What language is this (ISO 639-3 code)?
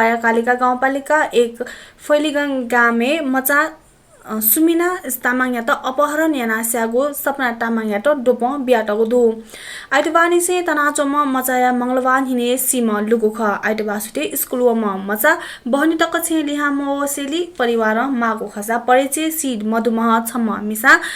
new